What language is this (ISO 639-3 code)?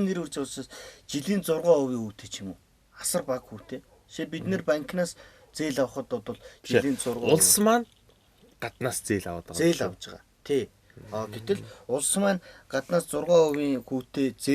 mon